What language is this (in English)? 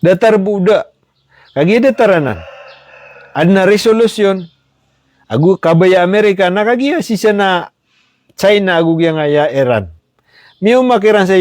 Maranao